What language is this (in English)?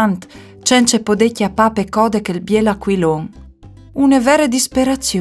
Friulian